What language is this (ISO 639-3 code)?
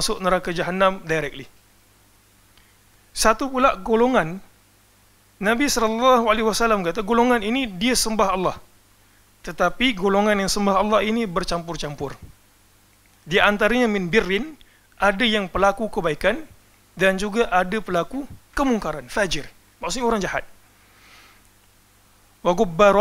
msa